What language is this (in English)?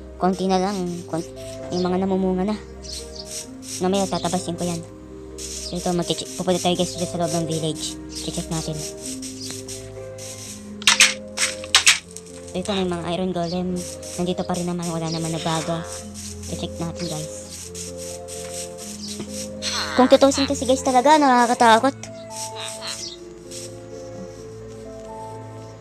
Filipino